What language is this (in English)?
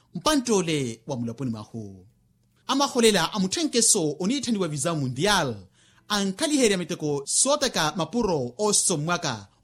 Makhuwa